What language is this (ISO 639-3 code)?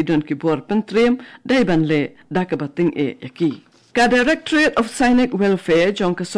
kha